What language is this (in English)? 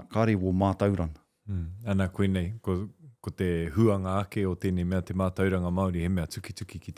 Māori